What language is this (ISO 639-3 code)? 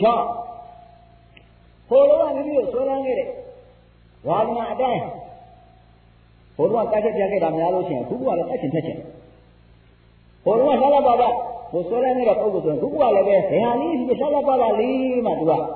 mya